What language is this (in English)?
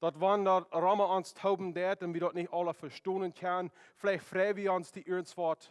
Plautdietsch